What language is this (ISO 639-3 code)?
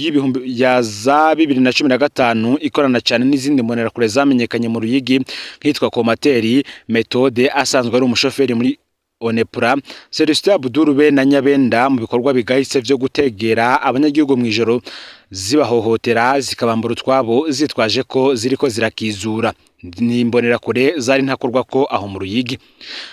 run